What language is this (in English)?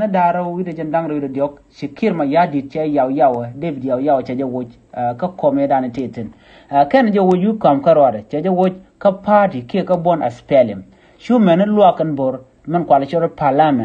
Nuer